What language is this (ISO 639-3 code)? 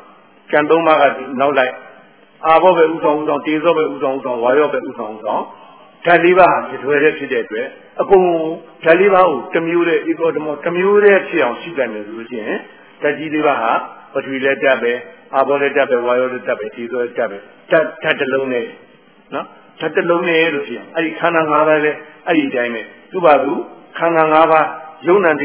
mya